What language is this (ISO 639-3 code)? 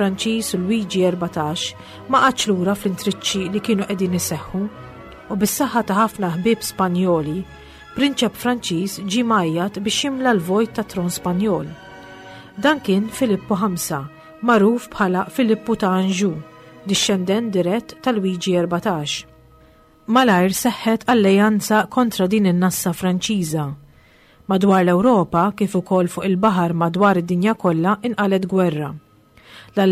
mlt